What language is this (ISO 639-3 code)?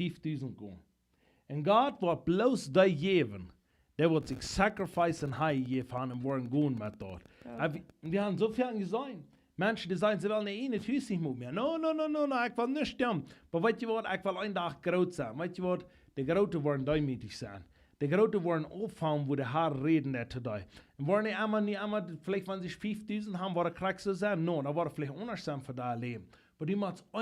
pdt